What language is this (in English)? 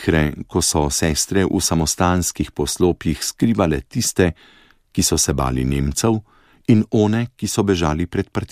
Slovenian